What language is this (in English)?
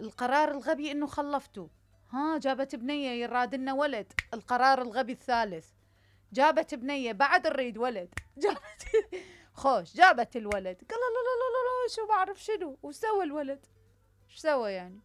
Mesopotamian Arabic